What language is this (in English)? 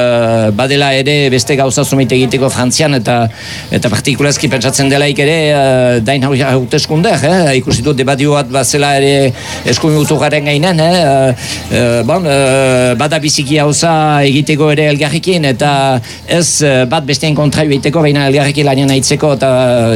Basque